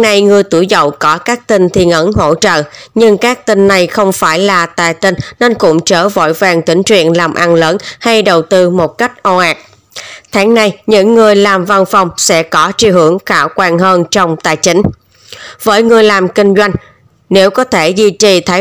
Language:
Vietnamese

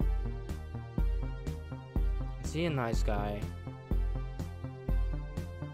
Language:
English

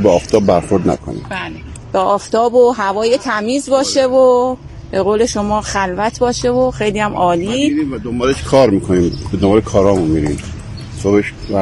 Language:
Persian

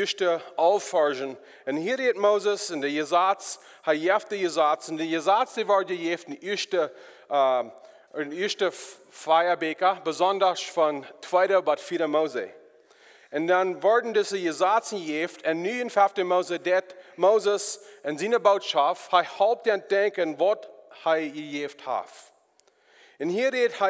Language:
Plautdietsch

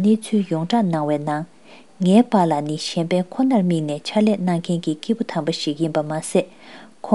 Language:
Tibetan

